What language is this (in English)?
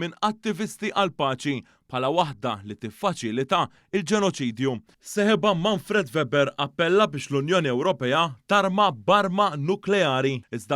Maltese